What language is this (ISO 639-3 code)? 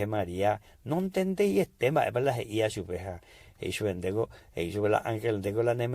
grn